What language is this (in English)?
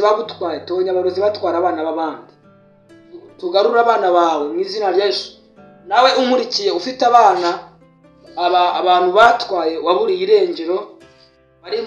Kinyarwanda